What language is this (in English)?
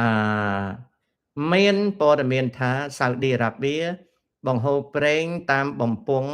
Khmer